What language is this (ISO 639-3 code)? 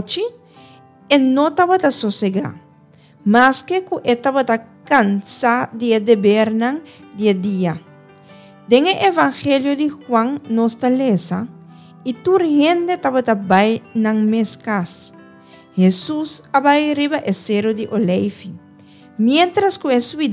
pap